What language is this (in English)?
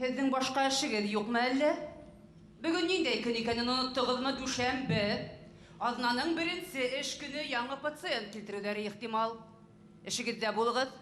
Bashkir